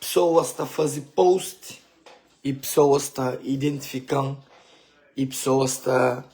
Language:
Kabuverdianu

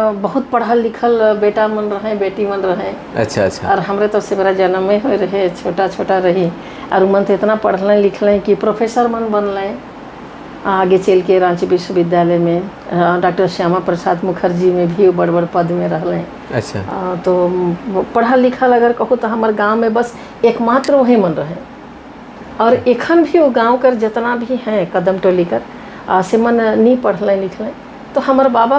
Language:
Sadri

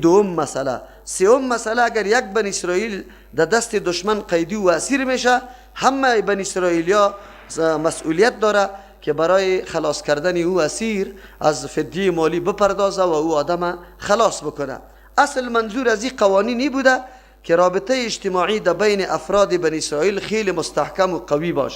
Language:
Persian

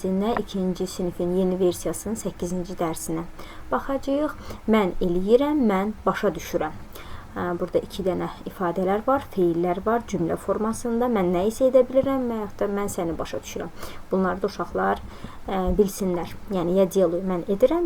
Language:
Azerbaijani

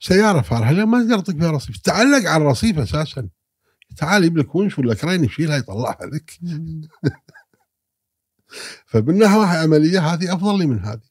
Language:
Gulf Arabic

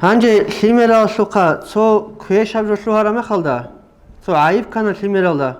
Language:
Avaric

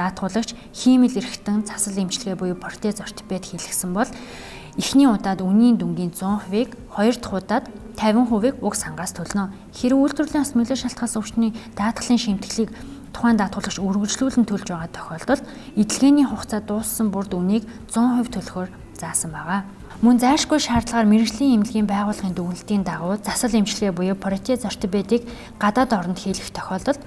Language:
Mongolian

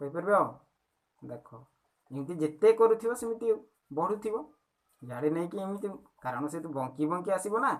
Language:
Odia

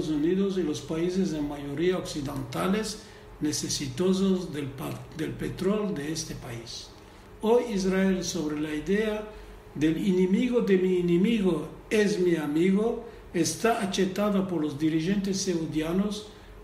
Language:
Ladino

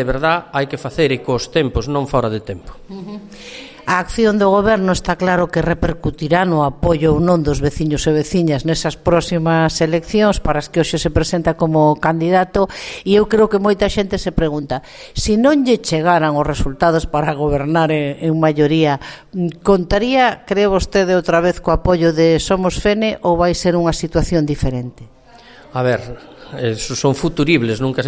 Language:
Galician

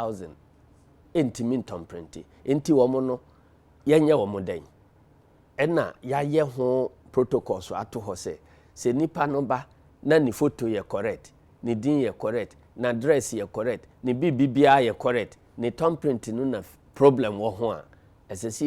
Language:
Akan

